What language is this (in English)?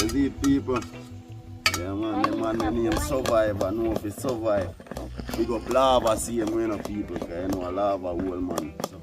Jamaican Creole English